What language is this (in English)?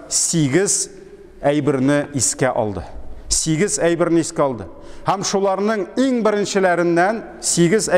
Tatar